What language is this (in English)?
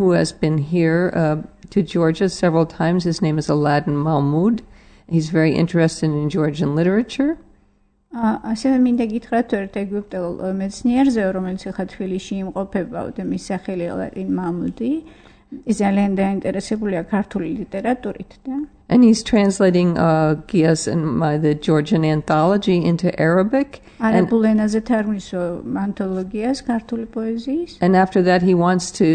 Georgian